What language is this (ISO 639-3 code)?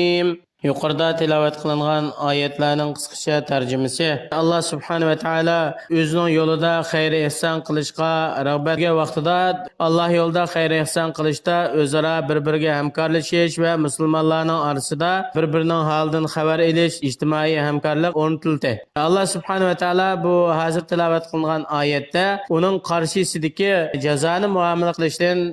uig